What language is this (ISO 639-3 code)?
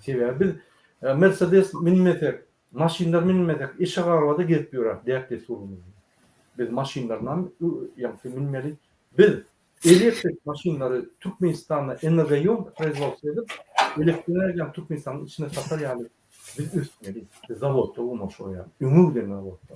tuk